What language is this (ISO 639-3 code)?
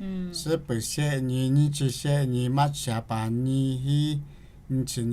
lhu